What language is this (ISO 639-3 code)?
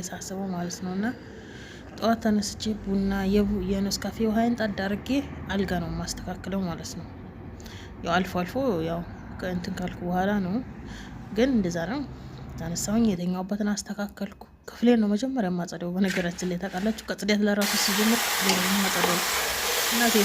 amh